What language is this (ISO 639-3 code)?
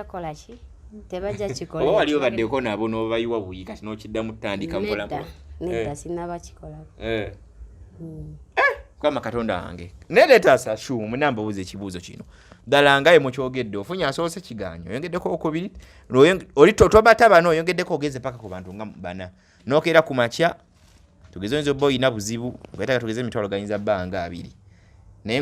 lug